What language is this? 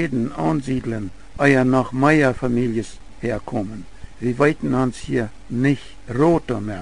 Plautdietsch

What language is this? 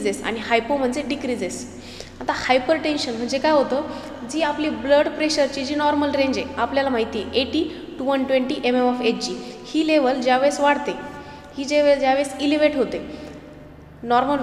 Marathi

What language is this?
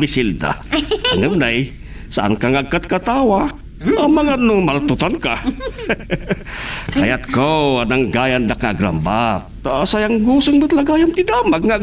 Iloko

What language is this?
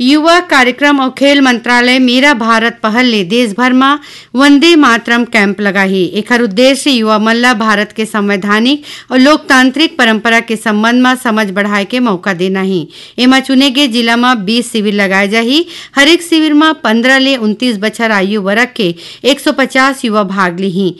Chhattisgarhi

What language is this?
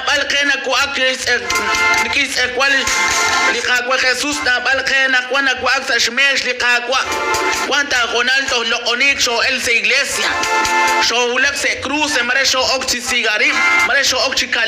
Kekchí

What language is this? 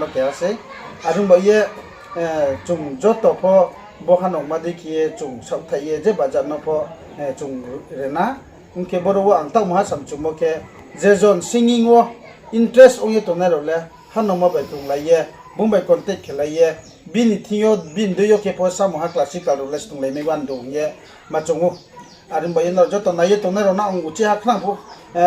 Riang (India)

